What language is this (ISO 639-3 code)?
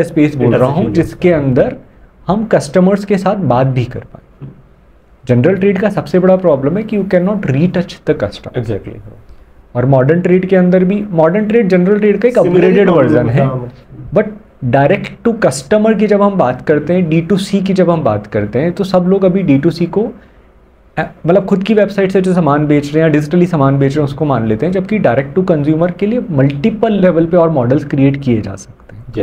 hin